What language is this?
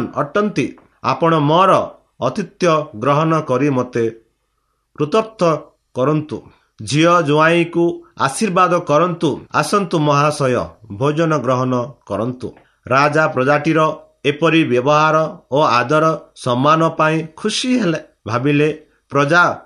Odia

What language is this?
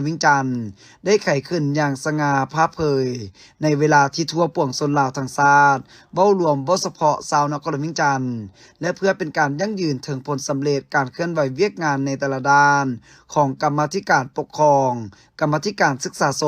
Lao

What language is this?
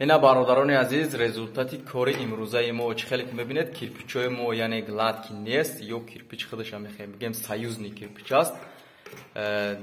Tajik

